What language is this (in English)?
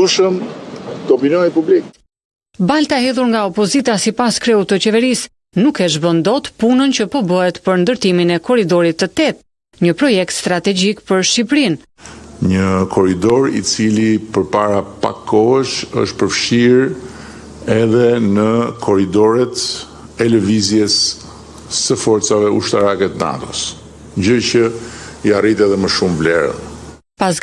Albanian